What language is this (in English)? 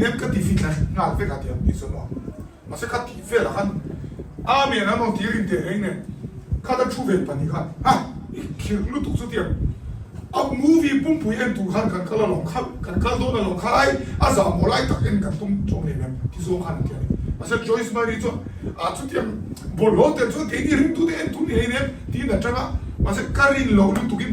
Mizo